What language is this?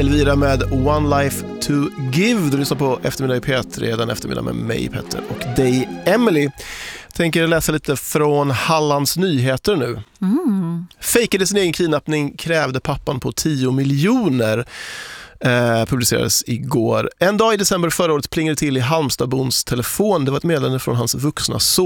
Swedish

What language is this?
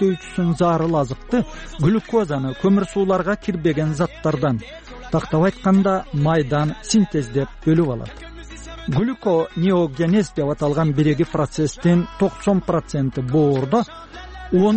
Kyrgyz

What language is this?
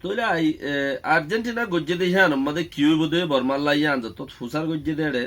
Rohingya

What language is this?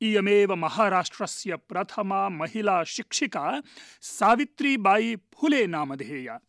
Sanskrit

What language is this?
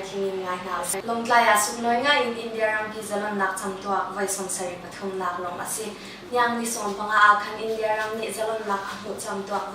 Hakha Chin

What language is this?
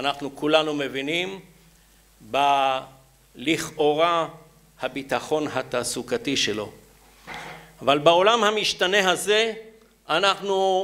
Hebrew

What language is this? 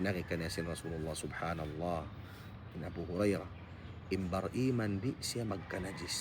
Tausug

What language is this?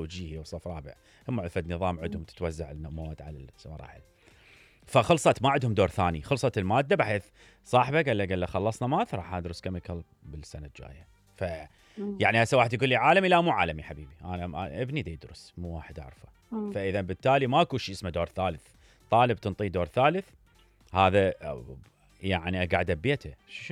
Mesopotamian Arabic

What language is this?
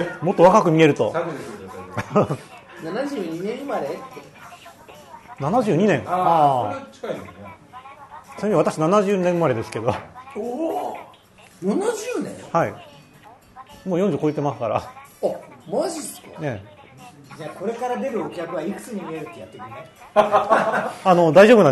Japanese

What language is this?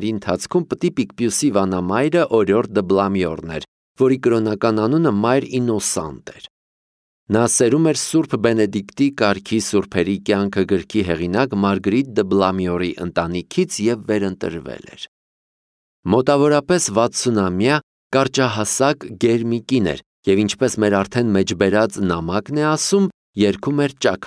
Armenian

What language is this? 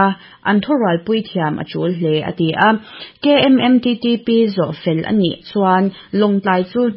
Mizo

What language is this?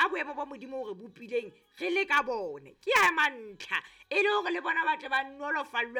Southern Sotho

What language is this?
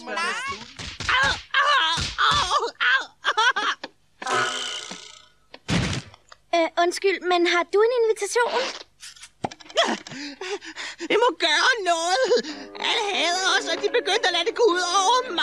Danish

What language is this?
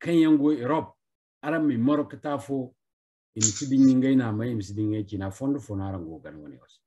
Zarma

